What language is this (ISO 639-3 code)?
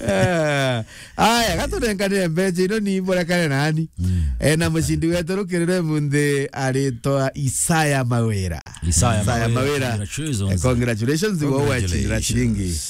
mer